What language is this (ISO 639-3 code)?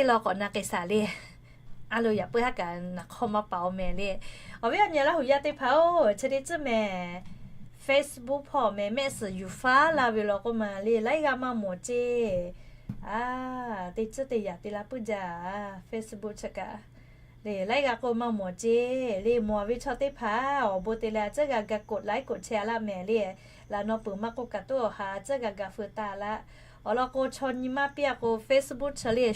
lhu